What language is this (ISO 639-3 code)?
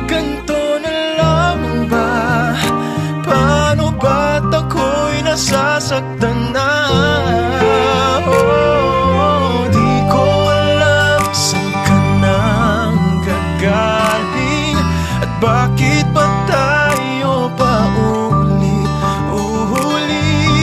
fil